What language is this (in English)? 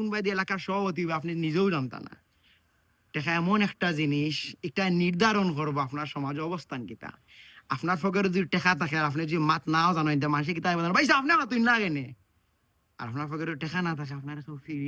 Sylheti